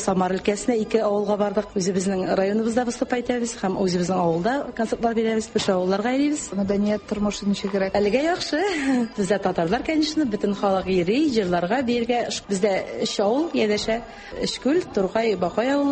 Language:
Tatar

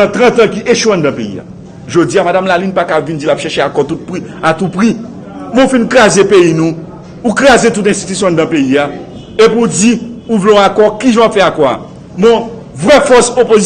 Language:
Haitian Creole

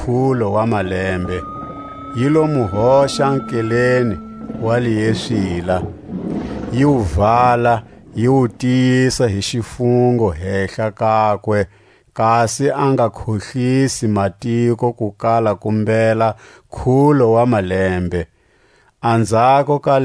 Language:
Tswa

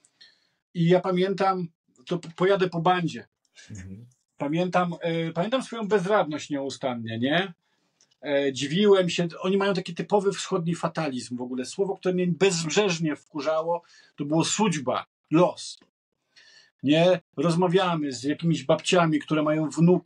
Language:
Polish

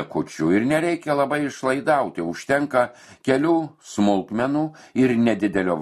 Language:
Lithuanian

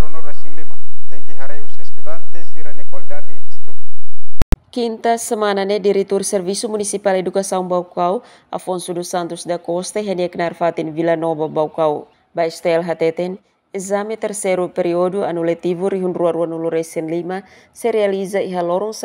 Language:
Tetum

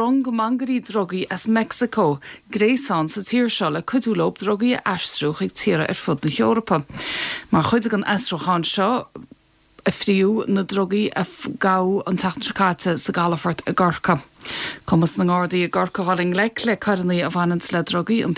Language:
Irish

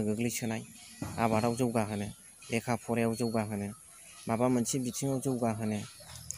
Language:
Bodo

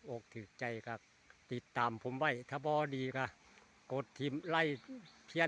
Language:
Northeastern Thai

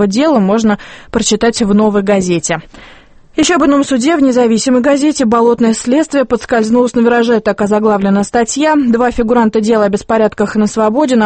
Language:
Russian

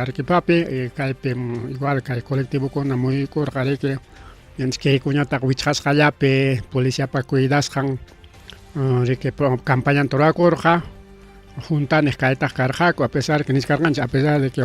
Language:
Ayacucho Quechua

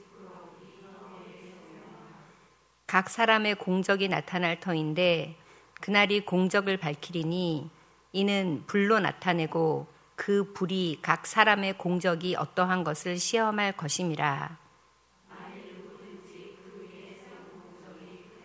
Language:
Korean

